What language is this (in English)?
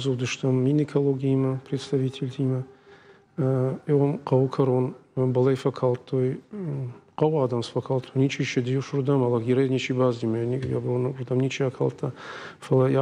Ossetic